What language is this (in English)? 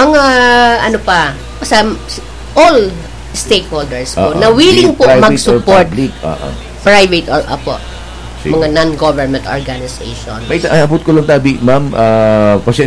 Bikol